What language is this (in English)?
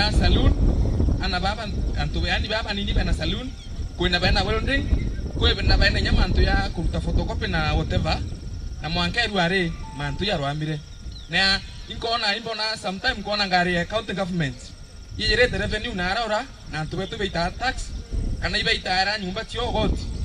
Meru